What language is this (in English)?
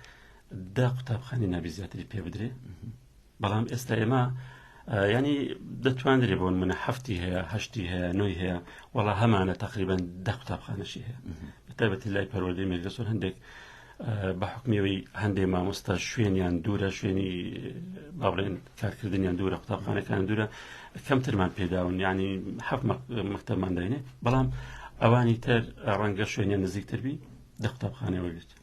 Central Kurdish